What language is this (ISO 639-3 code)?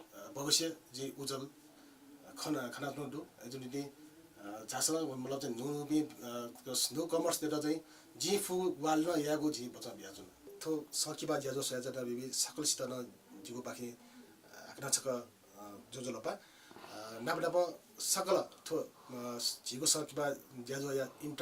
new